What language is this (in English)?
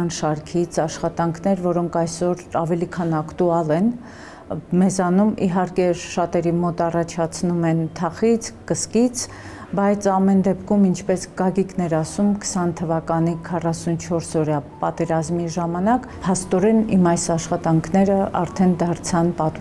Armenian